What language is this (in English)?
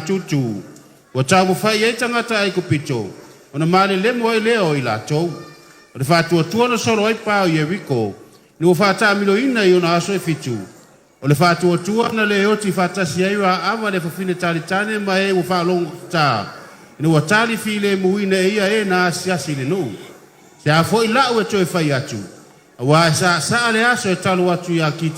Samoan